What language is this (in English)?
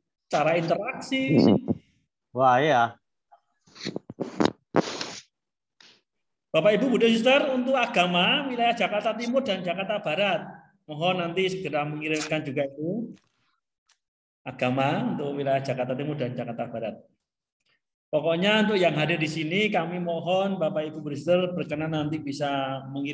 Indonesian